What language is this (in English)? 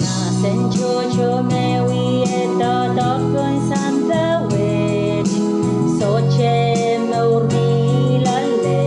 Pohnpeian